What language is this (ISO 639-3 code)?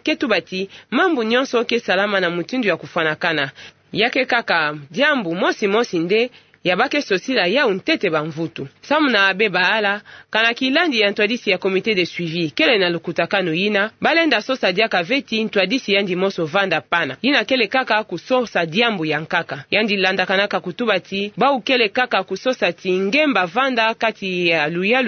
ktu